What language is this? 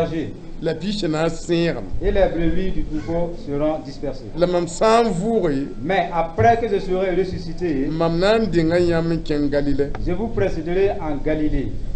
Mossi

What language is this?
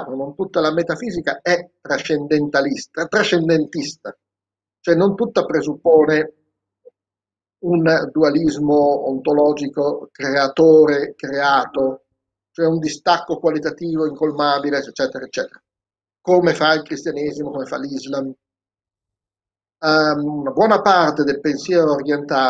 Italian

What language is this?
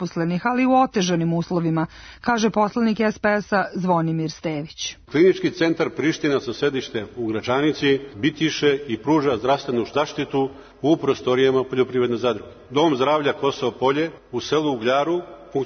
Serbian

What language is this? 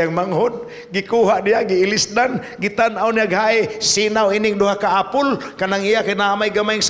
Cebuano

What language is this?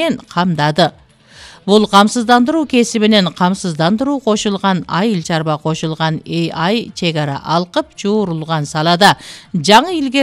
Kyrgyz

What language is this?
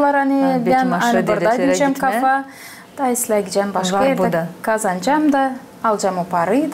Gagauz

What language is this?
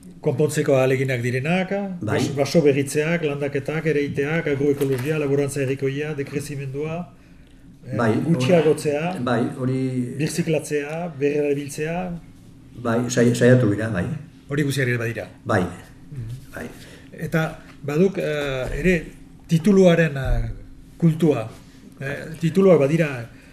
Basque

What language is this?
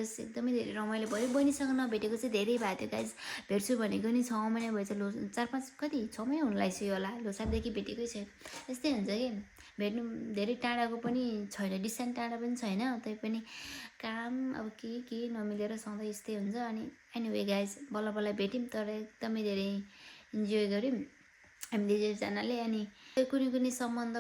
Nepali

